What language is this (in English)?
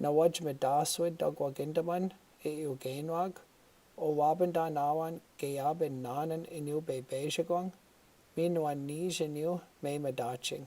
Chippewa